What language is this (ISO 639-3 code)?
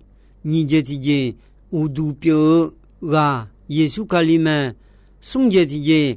ahk